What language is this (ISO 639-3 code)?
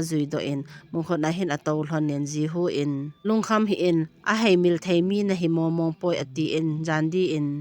tcz